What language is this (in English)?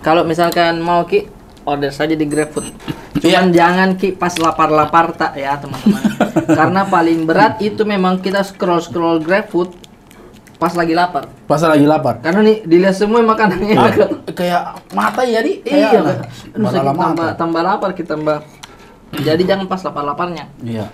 Makassar Malay